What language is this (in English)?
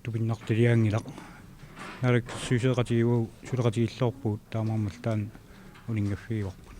Kalaallisut